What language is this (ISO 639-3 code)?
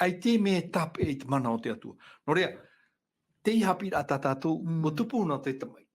tah